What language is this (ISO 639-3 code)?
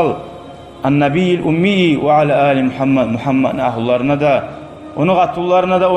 kum